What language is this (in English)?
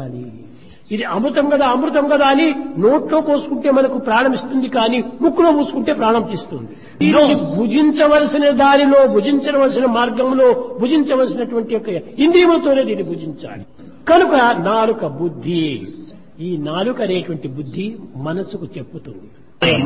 Telugu